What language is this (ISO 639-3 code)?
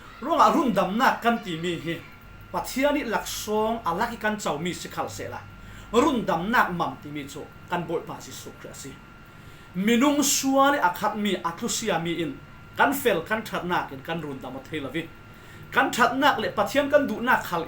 cfm